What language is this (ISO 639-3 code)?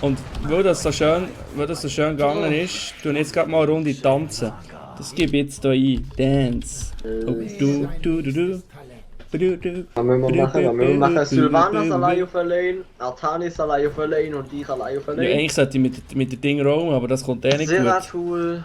gsw